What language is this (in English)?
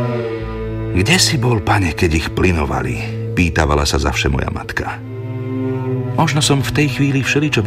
Slovak